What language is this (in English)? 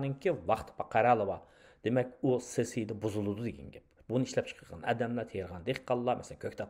Uyghur